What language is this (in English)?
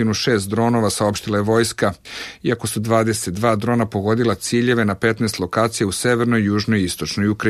Serbian